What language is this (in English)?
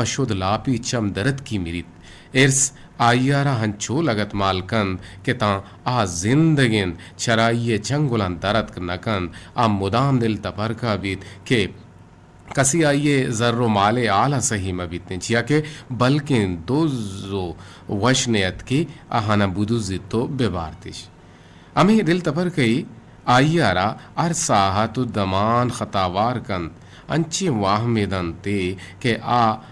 Eastern Balochi